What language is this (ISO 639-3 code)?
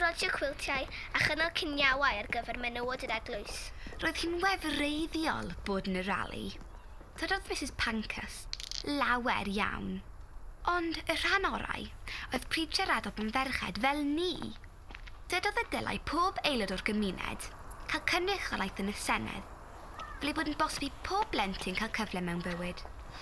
cym